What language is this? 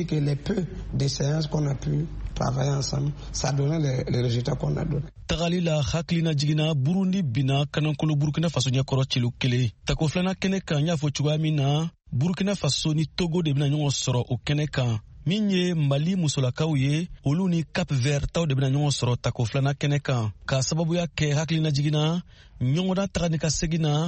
Bambara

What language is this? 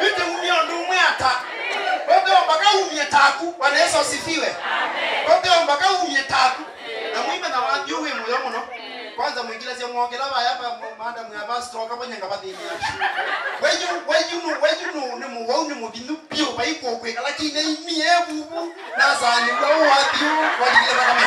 Kamba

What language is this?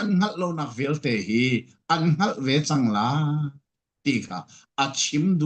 Falam Chin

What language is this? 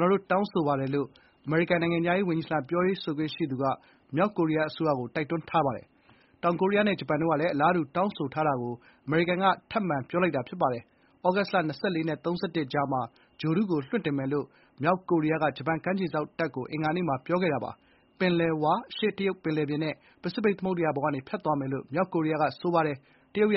Burmese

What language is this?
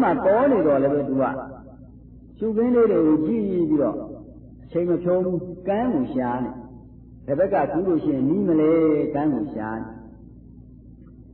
Burmese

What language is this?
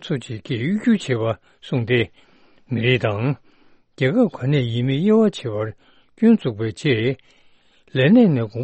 Tibetan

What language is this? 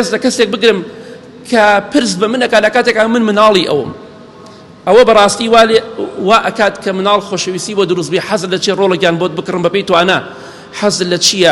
Central Kurdish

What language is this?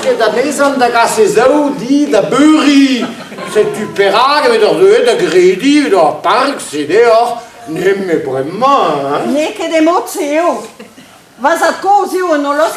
Breton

